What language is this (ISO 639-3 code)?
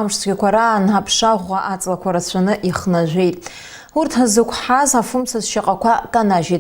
abk